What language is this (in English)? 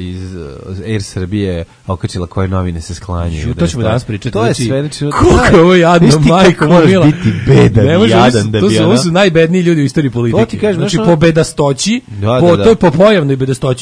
Serbian